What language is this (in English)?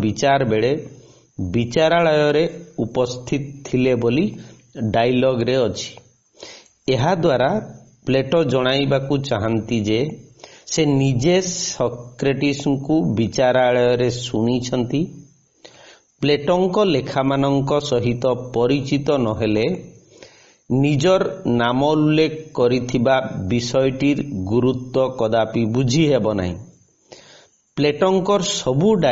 Odia